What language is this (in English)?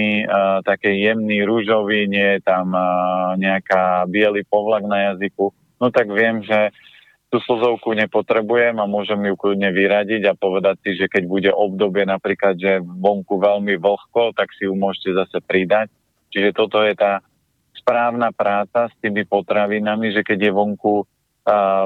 Slovak